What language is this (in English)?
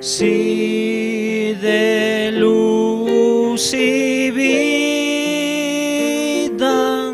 Aymara